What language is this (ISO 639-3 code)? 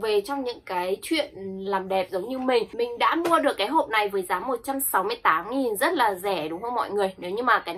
vie